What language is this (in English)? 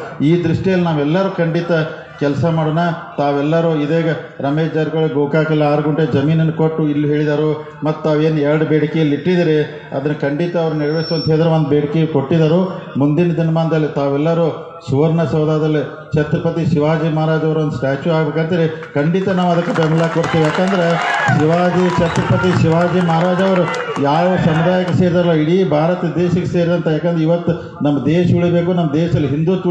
Kannada